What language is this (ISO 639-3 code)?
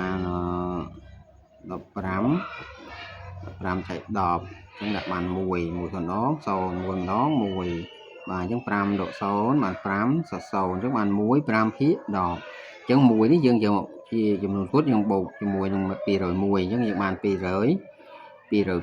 khm